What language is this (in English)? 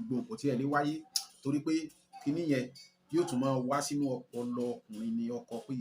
Yoruba